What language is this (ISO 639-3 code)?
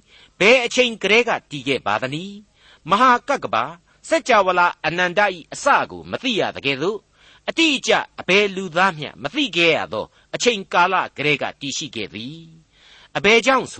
mya